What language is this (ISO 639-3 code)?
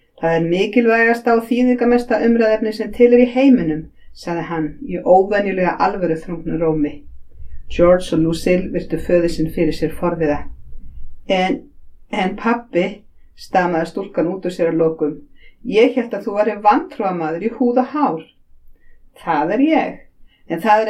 isl